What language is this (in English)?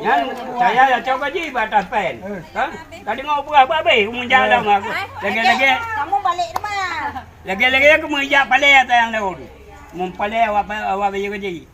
Achinese